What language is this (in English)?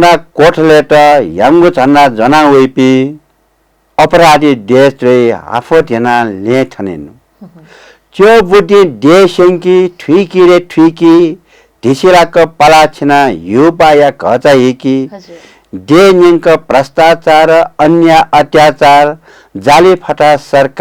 Newari